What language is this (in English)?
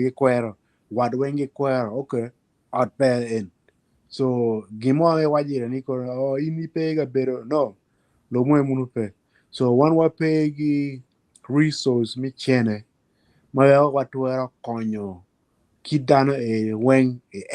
Acoli